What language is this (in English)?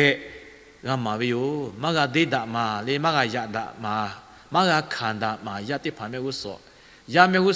Lahu